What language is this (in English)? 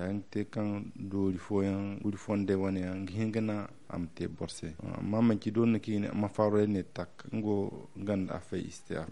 Zarma